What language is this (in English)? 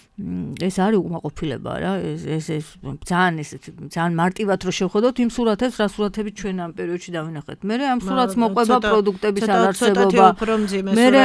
Georgian